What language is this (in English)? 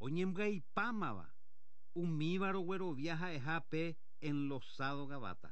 Guarani